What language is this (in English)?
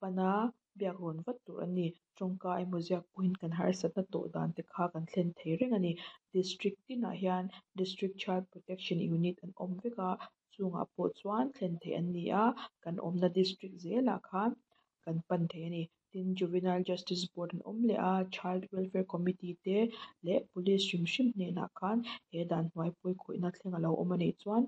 Mizo